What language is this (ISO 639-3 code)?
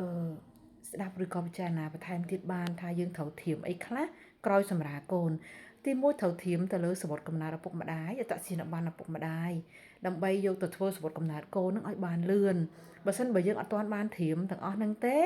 khm